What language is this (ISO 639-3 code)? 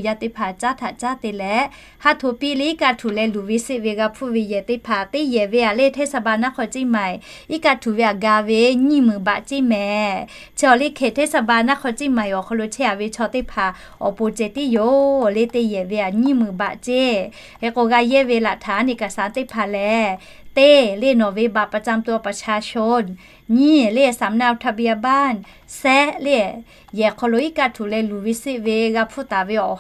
lhu